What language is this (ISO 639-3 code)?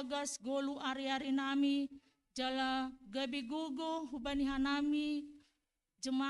bts